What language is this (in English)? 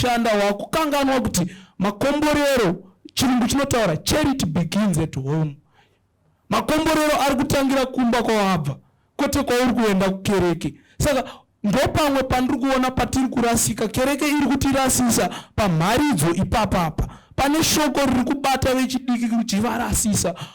Shona